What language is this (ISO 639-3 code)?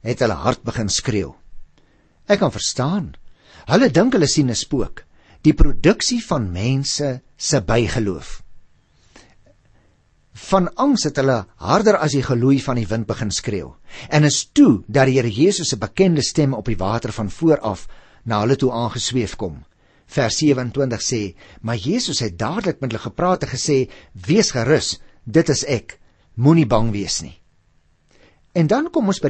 afr